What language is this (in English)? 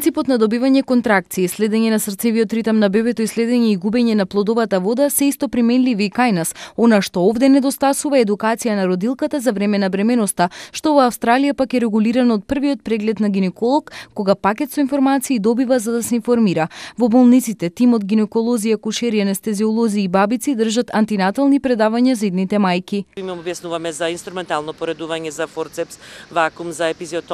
Macedonian